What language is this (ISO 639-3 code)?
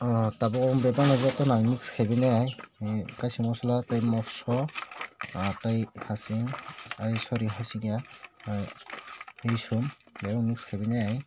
trp